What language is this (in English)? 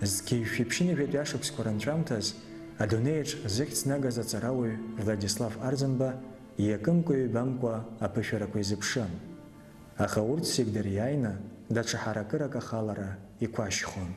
Abkhazian